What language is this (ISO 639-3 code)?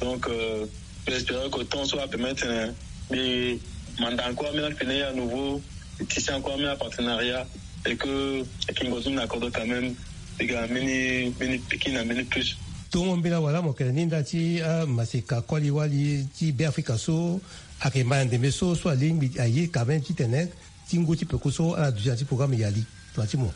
sag